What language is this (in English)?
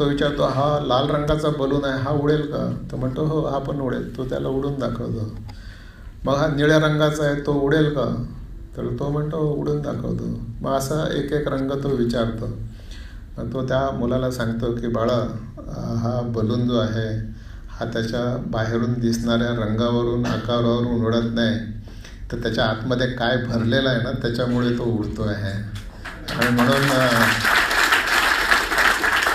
Marathi